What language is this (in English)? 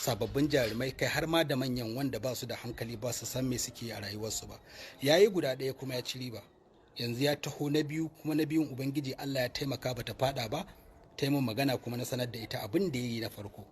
Hausa